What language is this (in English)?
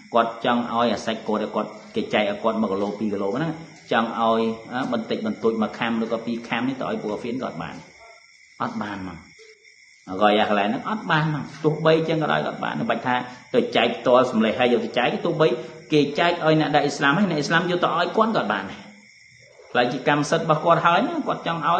Khmer